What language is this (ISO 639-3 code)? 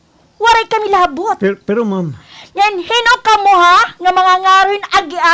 war